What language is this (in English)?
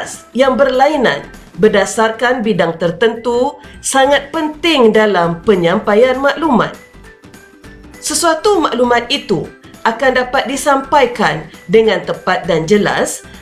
Malay